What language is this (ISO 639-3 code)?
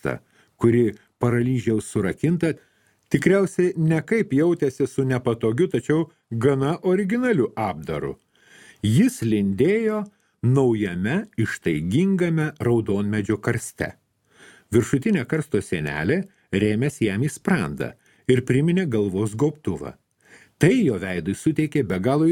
lit